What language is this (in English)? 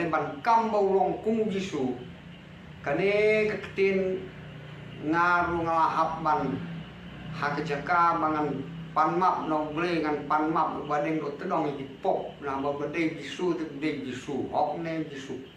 Khasi